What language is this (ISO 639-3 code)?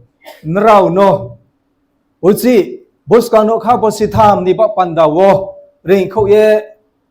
ria